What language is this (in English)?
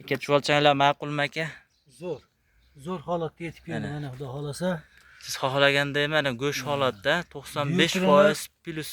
Uzbek